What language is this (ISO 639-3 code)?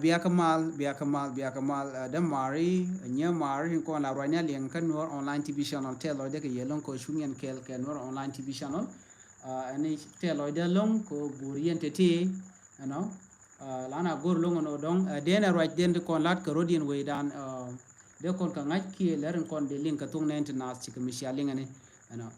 nus